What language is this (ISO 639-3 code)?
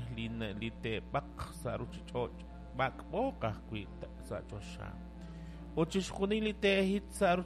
kek